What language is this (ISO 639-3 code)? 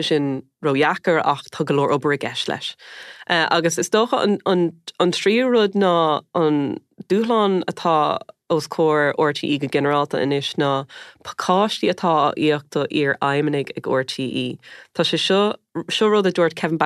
gle